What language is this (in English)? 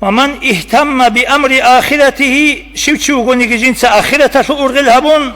Avaric